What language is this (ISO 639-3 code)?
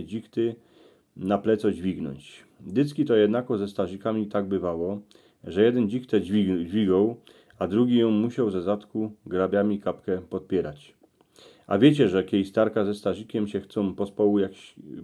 szl